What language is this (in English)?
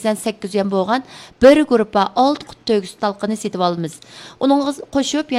Uyghur